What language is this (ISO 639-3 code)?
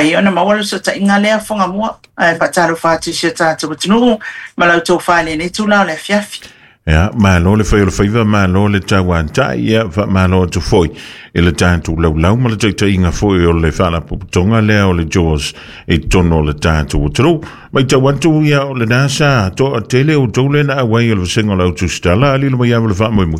smo